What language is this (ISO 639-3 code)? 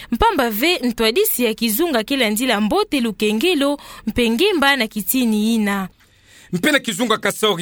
ktu